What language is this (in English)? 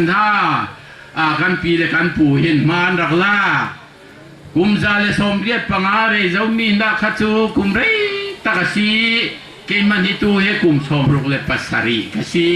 Falam Chin